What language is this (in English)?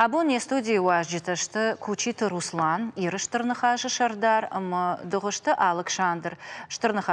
Ossetic